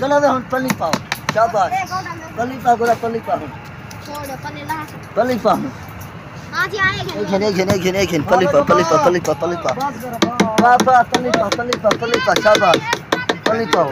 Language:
Saraiki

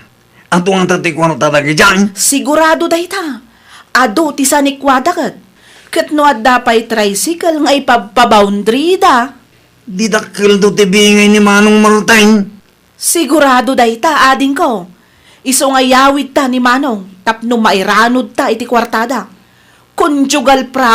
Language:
Iloko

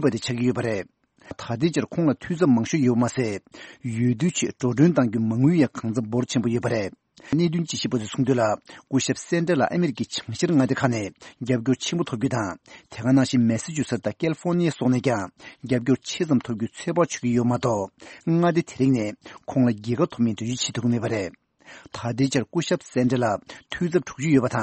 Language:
Tibetan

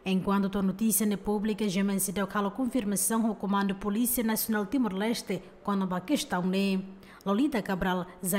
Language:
Tetum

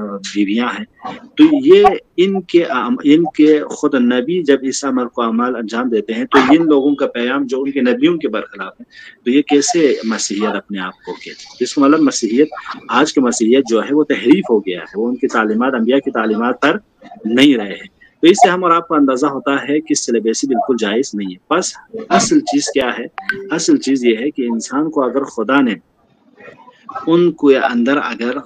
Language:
Urdu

